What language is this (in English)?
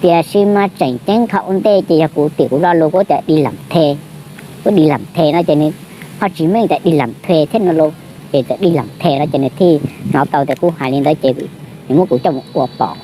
Hmong